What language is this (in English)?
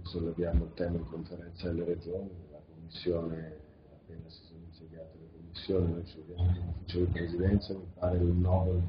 Italian